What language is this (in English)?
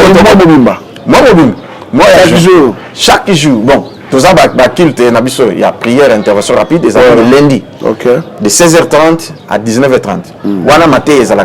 Lingala